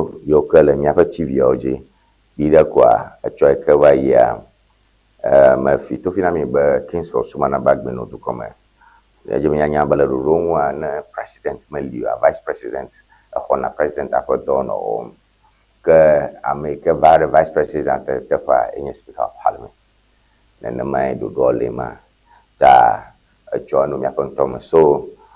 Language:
Ewe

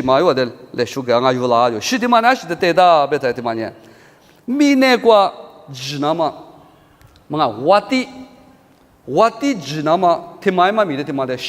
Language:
Lisu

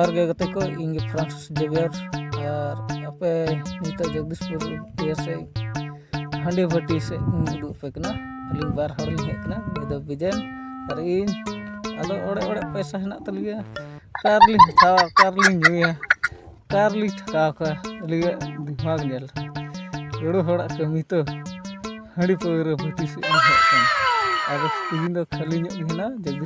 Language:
Santali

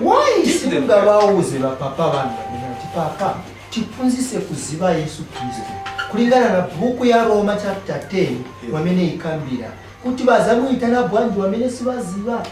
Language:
Nyanja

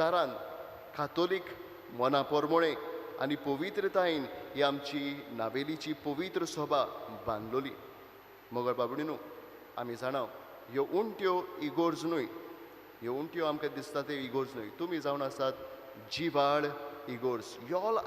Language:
Konkani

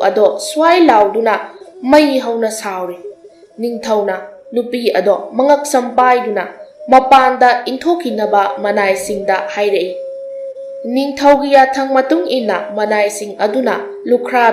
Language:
Manipuri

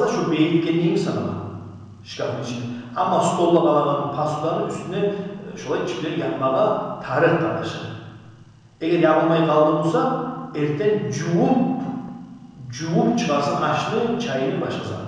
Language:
Kumyk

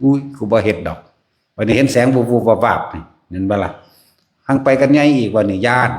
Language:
Northeastern Thai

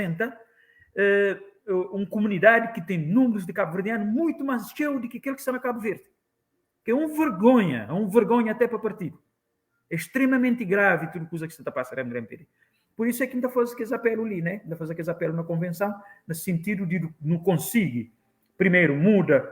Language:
Kabuverdianu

